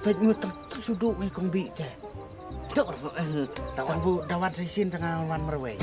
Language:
Khasi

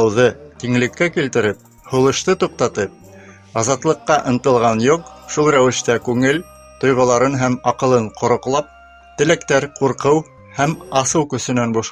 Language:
Bashkir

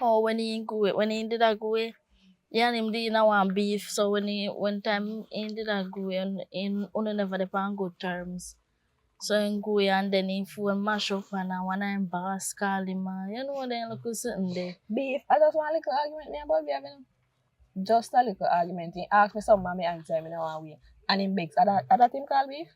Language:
Jamaican Creole English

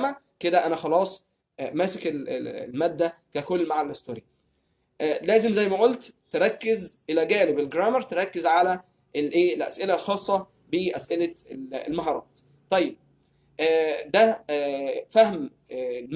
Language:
Egyptian Arabic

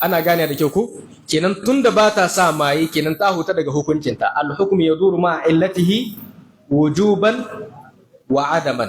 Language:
Hausa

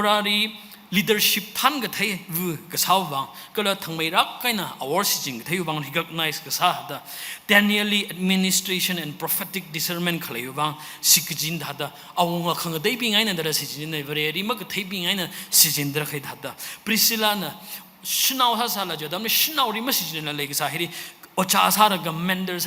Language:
Tangkhul Naga (India)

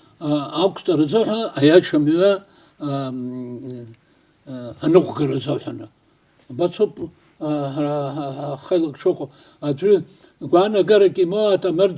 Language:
Abkhazian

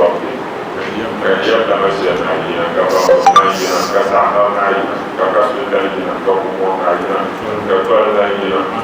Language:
Dagbani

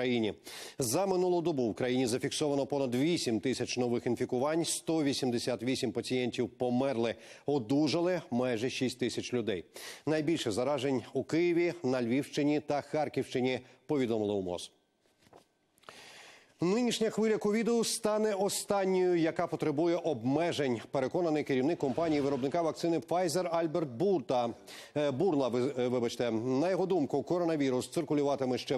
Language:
Ukrainian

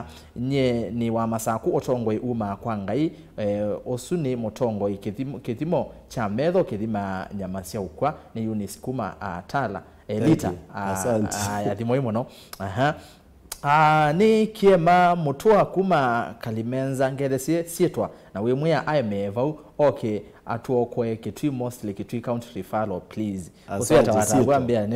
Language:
Kamba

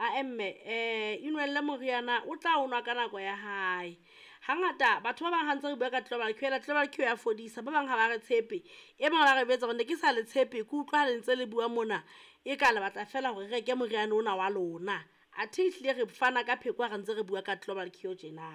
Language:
Southern Sotho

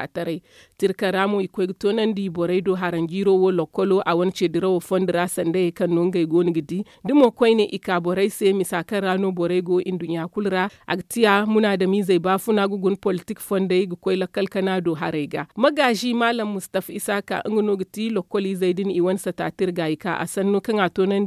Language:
Zarma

